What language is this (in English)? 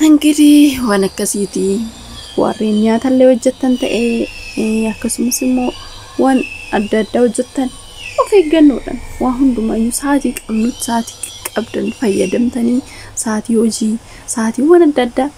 Oromo